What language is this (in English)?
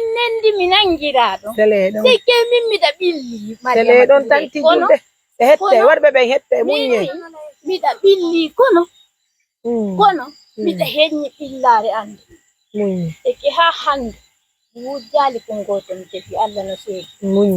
Pular